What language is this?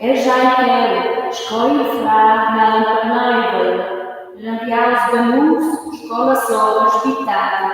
Romansh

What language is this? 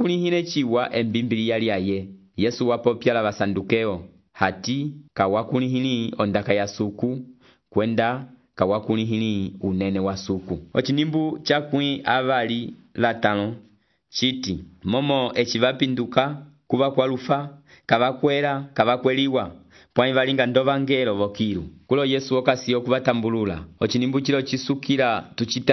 Umbundu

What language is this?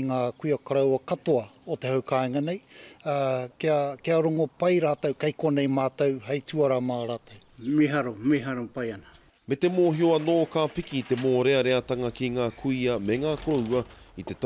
Māori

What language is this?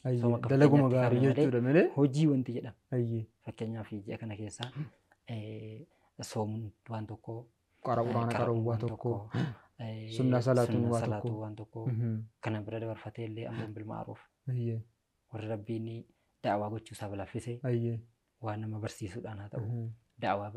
Oromo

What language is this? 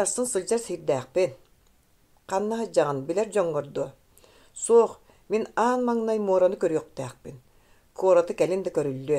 Yakut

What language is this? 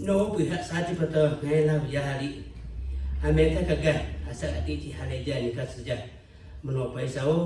Lahu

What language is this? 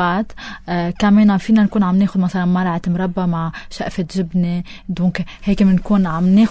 North Levantine Arabic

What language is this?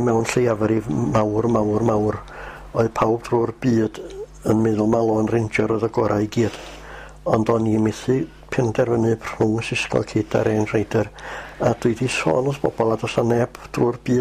Welsh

